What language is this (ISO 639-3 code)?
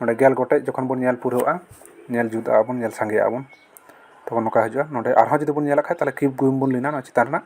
sat